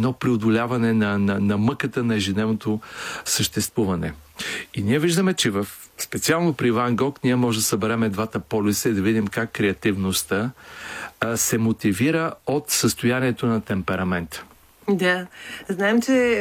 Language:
Bulgarian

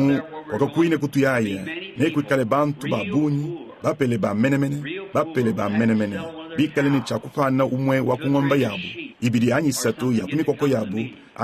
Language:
Luba-Lulua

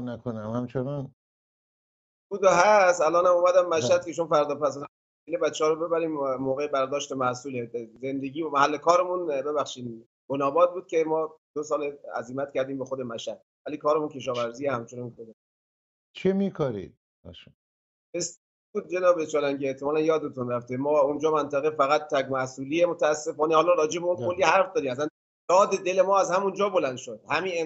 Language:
Persian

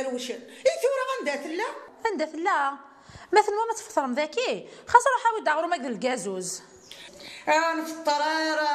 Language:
Kabyle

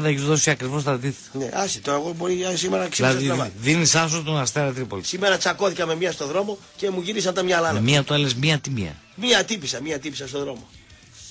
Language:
Greek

